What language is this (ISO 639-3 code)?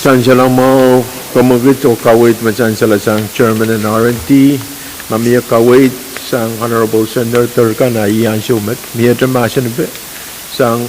pon